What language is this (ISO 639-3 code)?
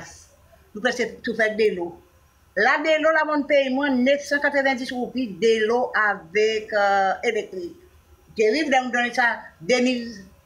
crs